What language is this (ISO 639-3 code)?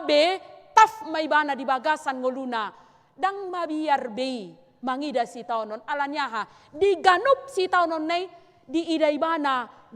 bbc